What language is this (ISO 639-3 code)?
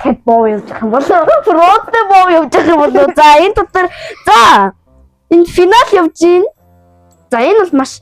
mon